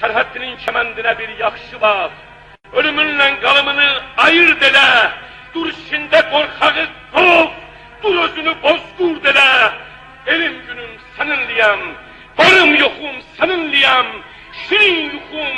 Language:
Azerbaijani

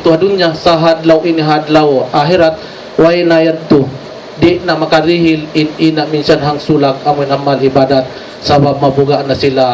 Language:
Tausug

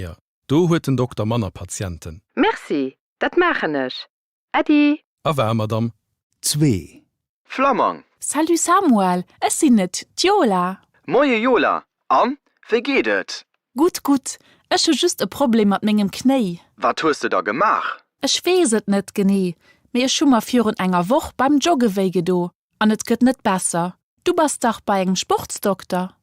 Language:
Luxembourgish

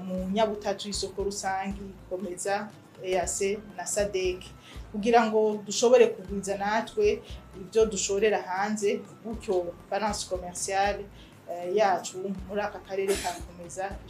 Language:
Rundi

